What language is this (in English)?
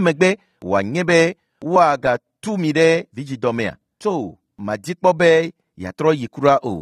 Ewe